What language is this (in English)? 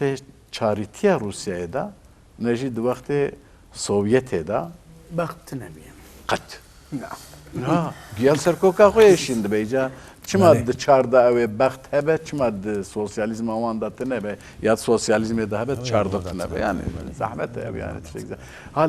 Kurdish